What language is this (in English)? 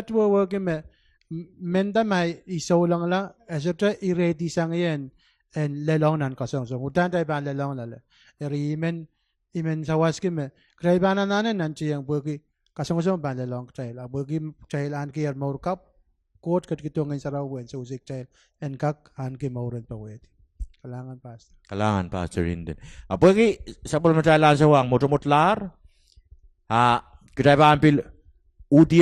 Pohnpeian